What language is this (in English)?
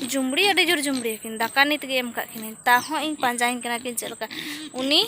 Santali